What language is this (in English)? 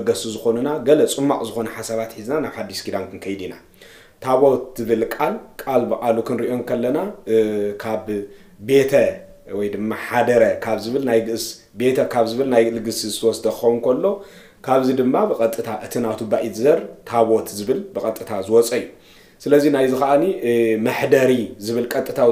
Tigrinya